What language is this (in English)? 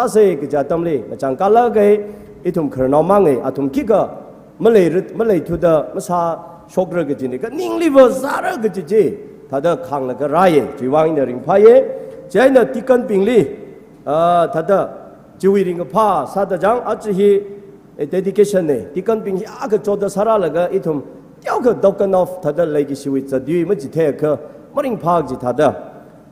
Tangkhul Naga (India)